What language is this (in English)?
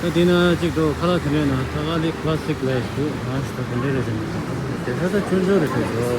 Tibetan